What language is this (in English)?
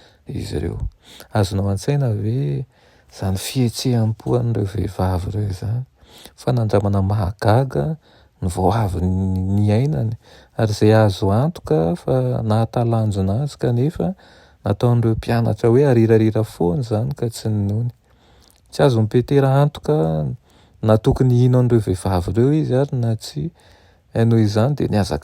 Malagasy